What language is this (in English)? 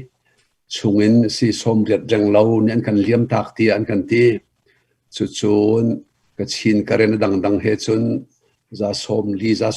Hakha Chin